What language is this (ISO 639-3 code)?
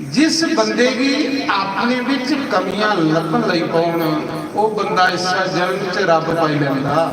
doi